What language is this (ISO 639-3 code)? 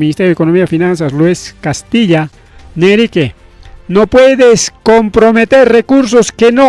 quy